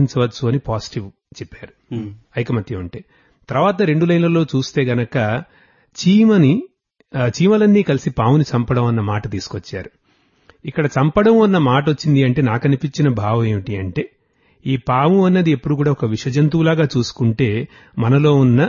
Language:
Telugu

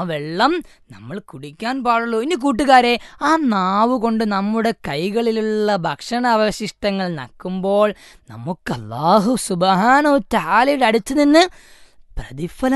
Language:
Malayalam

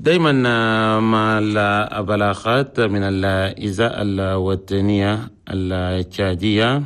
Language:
Chadian Arabic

